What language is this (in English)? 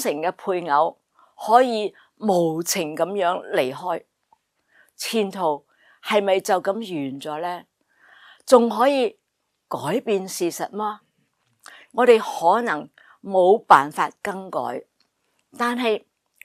Cantonese